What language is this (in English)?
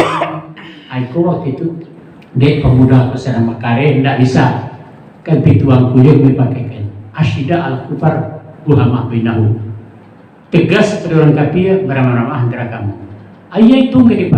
Minangkabau